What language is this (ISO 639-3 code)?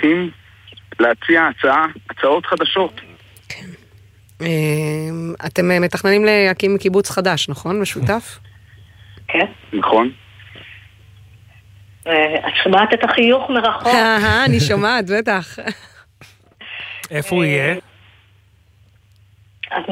heb